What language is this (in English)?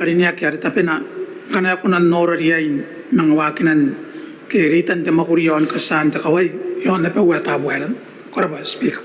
Gilbertese